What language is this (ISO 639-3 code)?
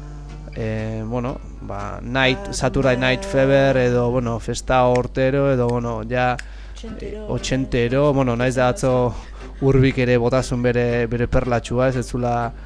eus